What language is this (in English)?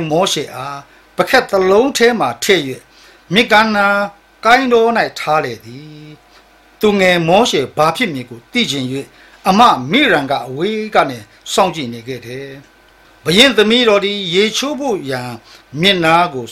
Burmese